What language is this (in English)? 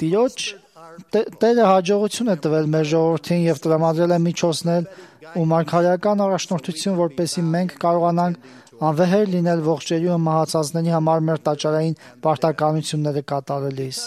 Armenian